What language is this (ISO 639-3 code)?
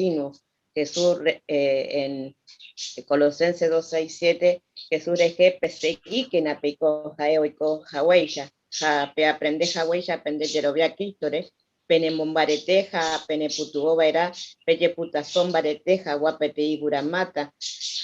grn